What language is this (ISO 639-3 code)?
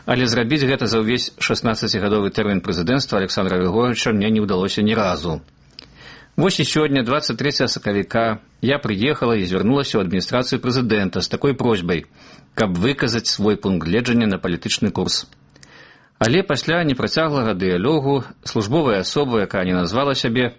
bel